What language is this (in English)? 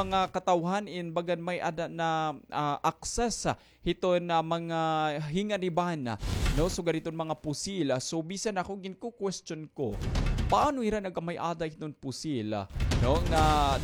Waray